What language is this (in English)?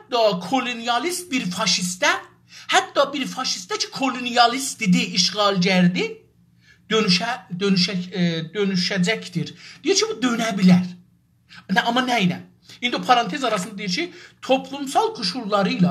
South Azerbaijani